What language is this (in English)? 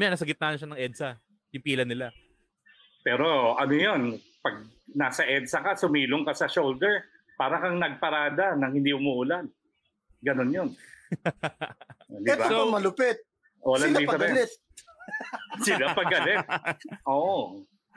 Filipino